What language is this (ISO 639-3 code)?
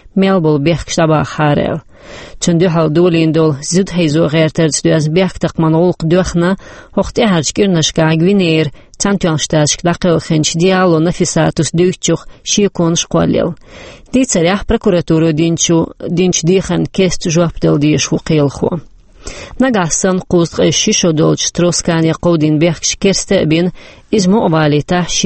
che